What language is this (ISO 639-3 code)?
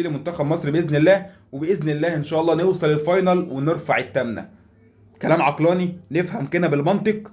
arz